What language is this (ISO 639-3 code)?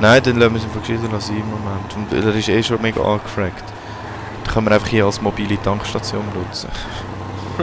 gsw